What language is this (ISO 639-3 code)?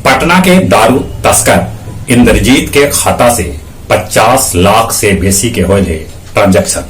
mag